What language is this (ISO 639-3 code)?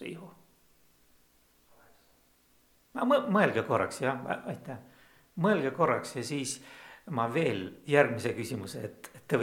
est